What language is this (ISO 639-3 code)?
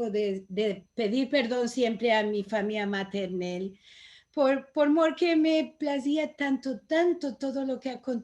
lad